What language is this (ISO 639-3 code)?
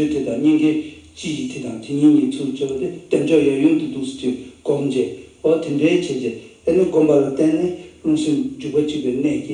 bod